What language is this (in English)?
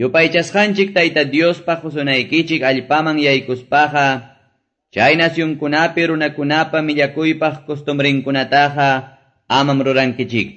Quechua